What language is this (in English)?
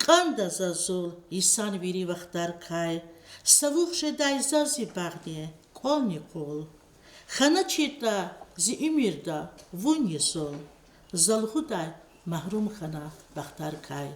Lezghian